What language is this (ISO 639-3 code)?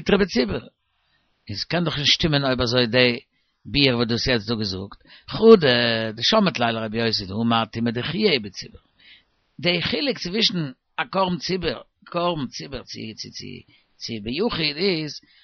yid